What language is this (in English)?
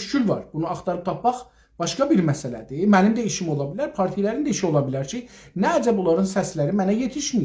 South Azerbaijani